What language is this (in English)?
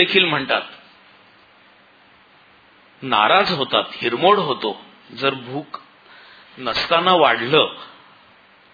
Marathi